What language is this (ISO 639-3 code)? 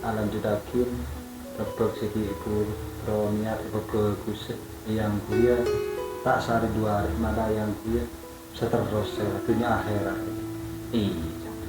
mad